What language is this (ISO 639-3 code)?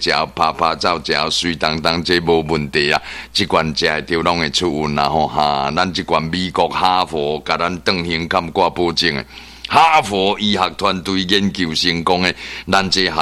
nan